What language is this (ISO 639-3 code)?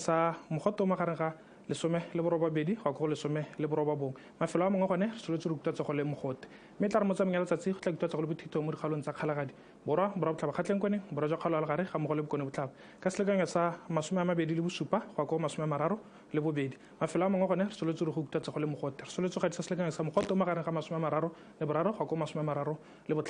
tsn